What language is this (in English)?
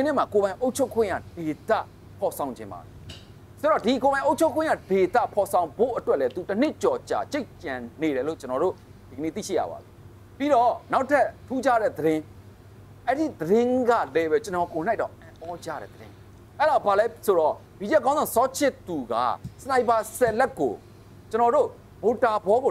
Burmese